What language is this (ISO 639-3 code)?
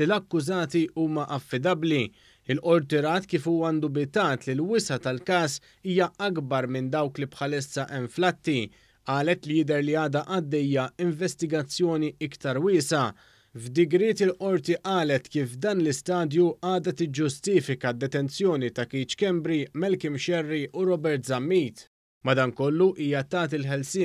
mlt